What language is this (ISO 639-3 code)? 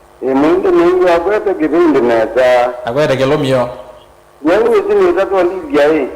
kam